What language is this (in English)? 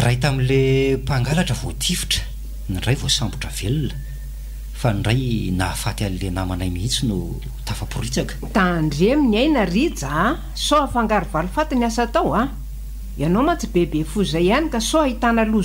Malagasy